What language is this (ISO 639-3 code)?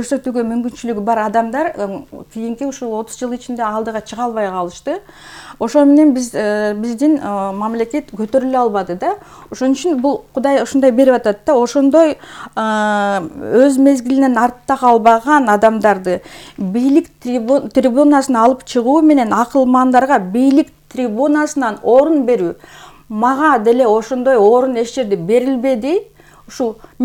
kir